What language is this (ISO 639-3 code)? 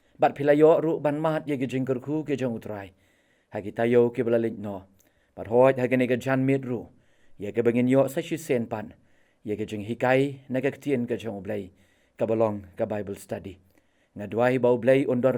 kha